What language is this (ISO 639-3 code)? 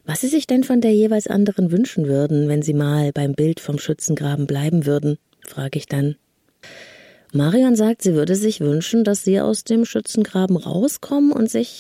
deu